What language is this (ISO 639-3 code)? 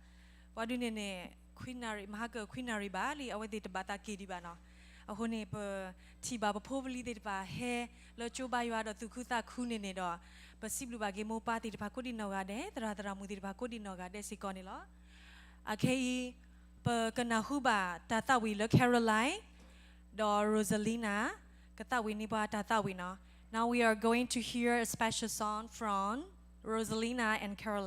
ksw